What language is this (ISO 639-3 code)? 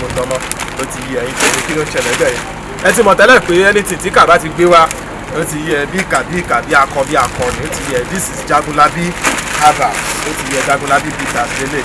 yor